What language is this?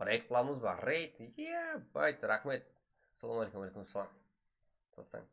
Kara-Kalpak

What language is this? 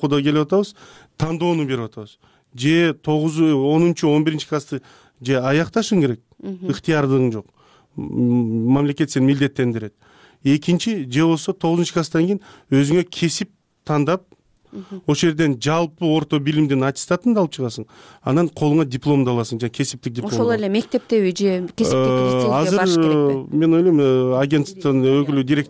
Kyrgyz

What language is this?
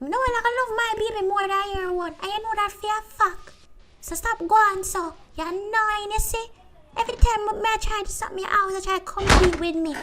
Jamaican Creole English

